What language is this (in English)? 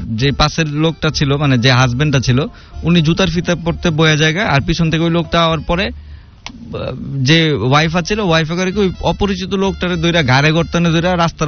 Bangla